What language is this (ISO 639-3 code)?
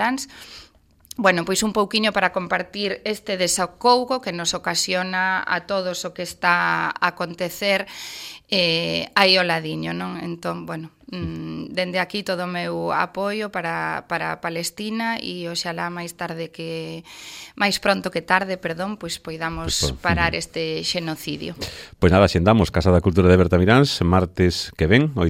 glg